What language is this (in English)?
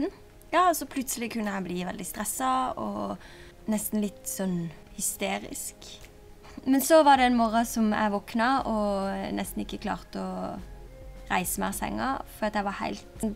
Norwegian